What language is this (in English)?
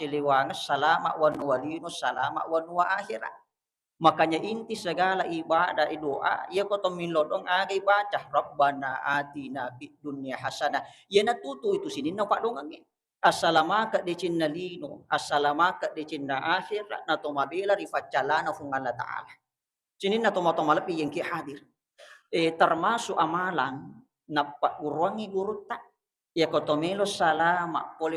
Buginese